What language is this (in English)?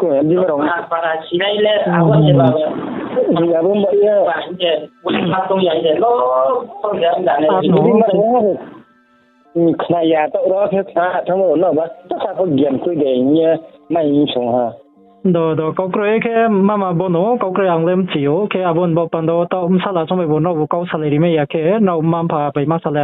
Riang (India)